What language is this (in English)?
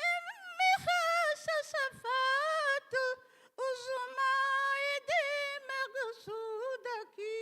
Divehi